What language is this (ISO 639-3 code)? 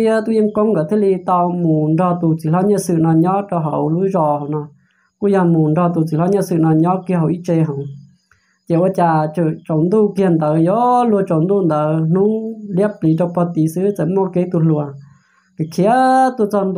hmn